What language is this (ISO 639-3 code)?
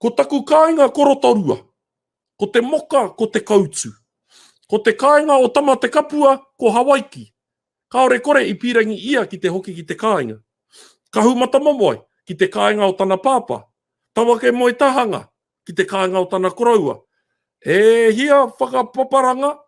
mri